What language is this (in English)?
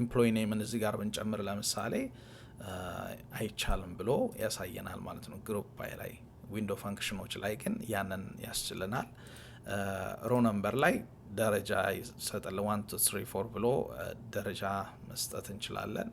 Amharic